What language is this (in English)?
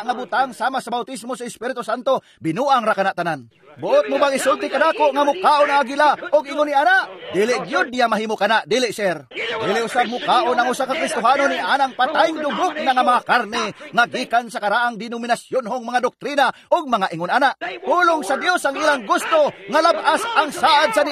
Cebuano